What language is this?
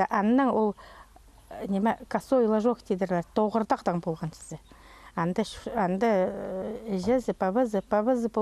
Khakas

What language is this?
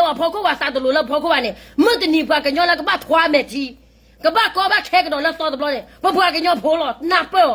S'gaw Karen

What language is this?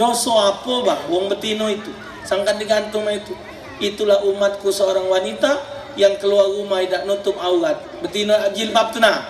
Musi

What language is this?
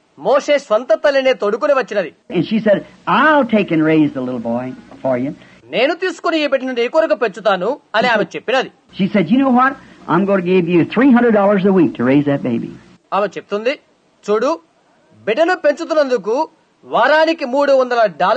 Telugu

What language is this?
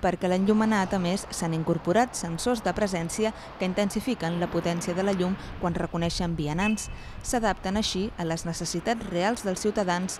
Catalan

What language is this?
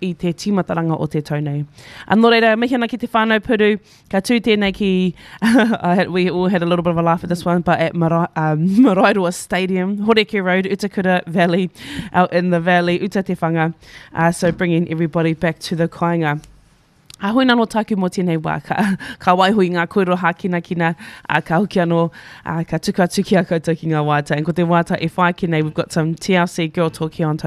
Māori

